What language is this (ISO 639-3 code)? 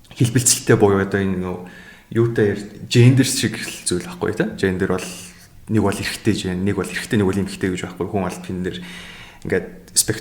mon